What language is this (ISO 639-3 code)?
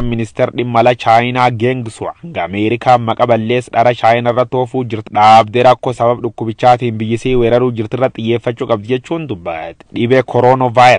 orm